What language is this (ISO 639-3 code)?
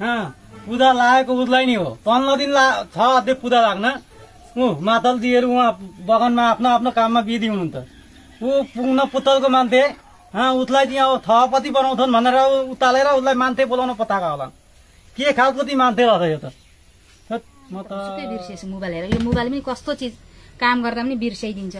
nep